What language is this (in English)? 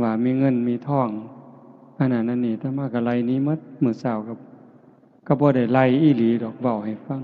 Lao